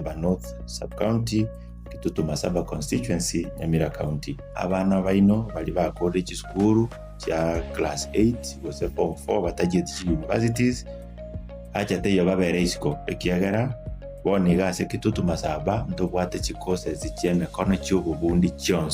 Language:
Gusii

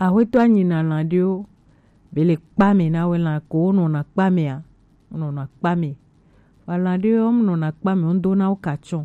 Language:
Gen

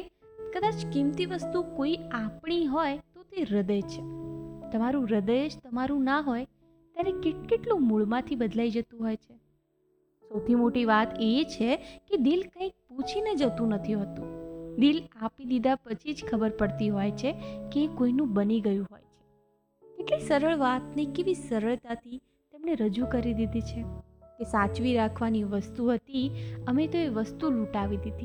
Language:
Gujarati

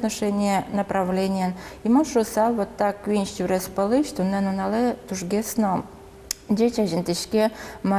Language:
Udmurt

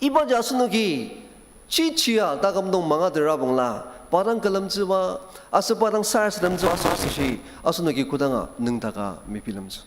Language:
Ao Naga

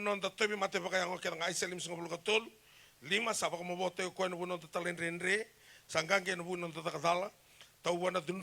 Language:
Fijian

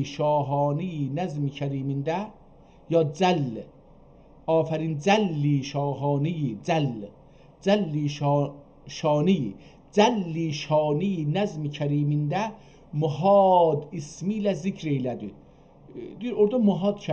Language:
South Azerbaijani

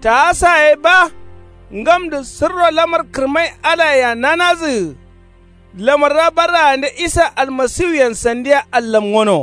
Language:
Kanuri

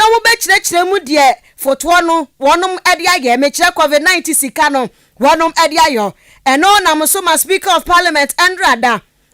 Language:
Akan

